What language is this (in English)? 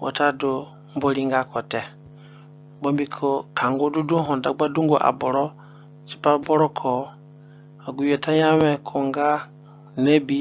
Zande (individual language)